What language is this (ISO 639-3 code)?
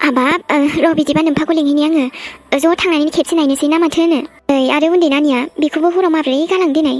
brx